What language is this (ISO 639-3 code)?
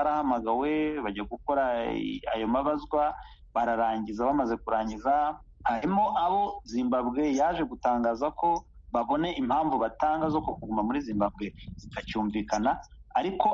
kin